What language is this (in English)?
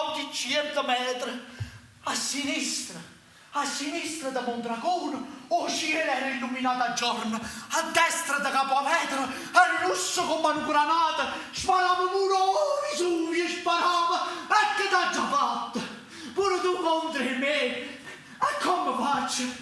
Neapolitan